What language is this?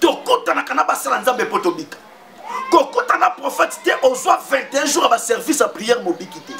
Lingala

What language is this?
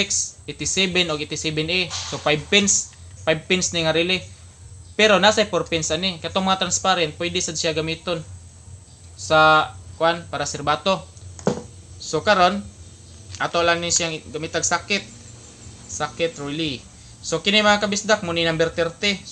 Cebuano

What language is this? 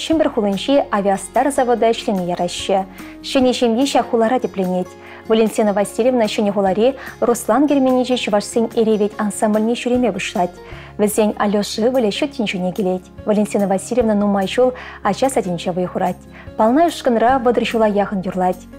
Chuvash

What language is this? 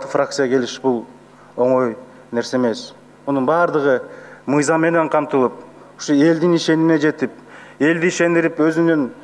Kyrgyz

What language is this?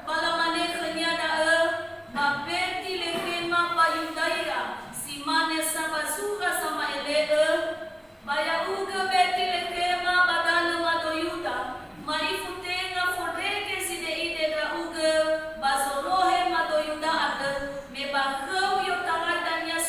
Nias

